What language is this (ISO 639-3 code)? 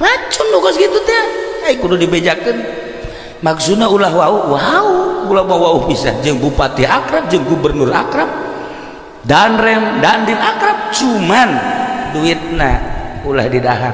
sun